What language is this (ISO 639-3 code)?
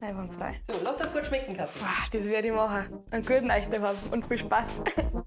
bar